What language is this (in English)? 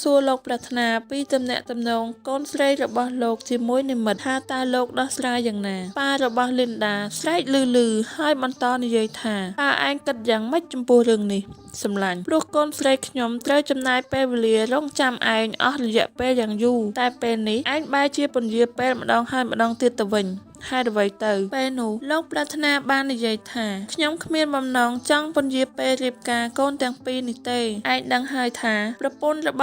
Khmer